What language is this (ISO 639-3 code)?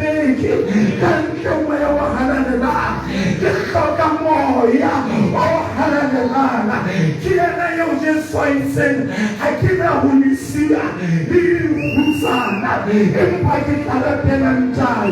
sot